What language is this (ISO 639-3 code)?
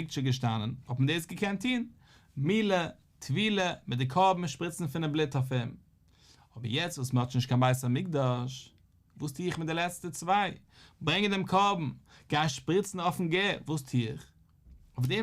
yid